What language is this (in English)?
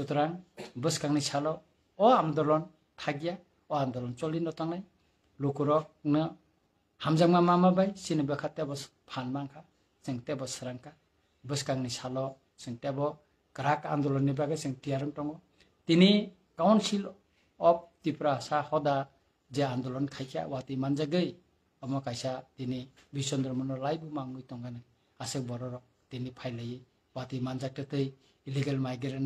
Kok Borok